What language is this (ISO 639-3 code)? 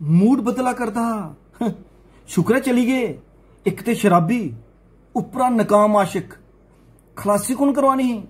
doi